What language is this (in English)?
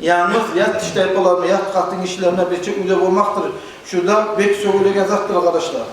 Kumyk